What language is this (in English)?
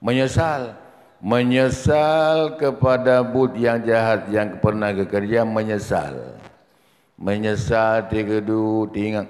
Achinese